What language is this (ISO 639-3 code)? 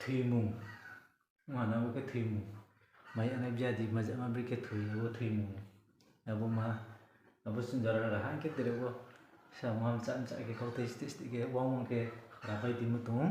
ria